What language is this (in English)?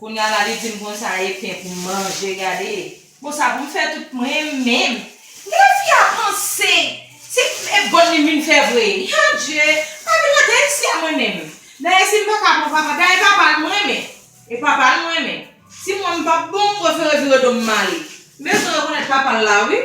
Haitian Creole